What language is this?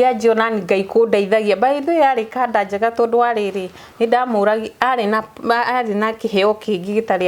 Kikuyu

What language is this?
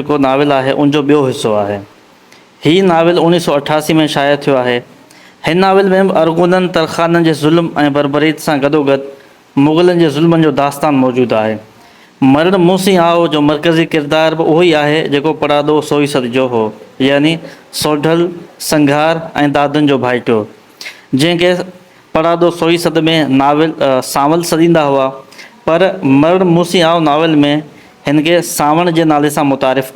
Sindhi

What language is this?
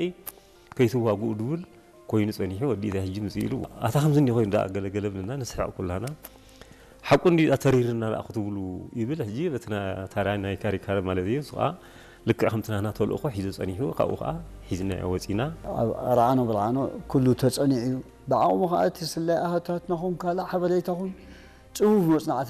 Tigrinya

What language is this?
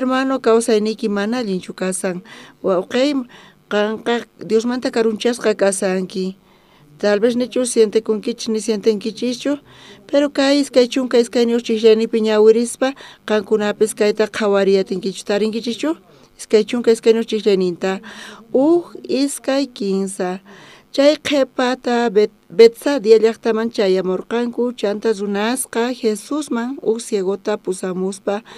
South Bolivian Quechua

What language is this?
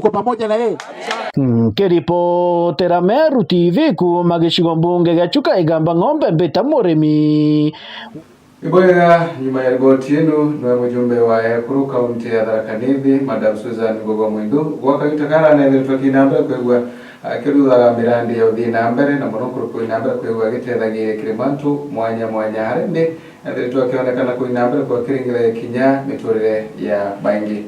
Meru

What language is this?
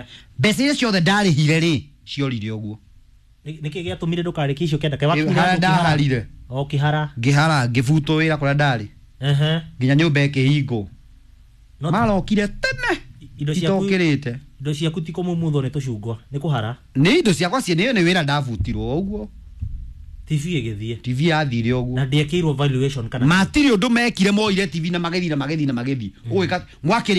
Kikuyu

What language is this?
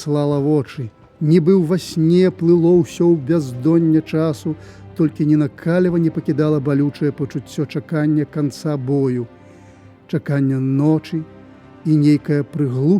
Belarusian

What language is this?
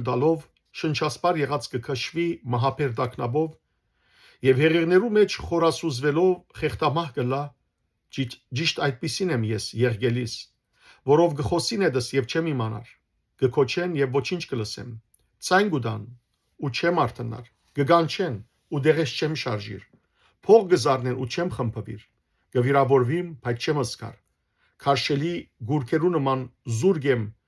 Western Armenian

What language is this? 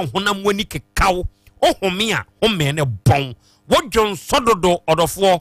Akan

